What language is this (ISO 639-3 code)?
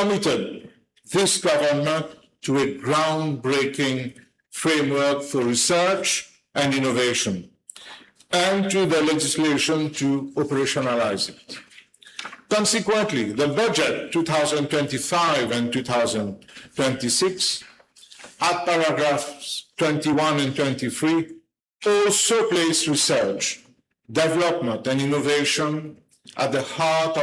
mfe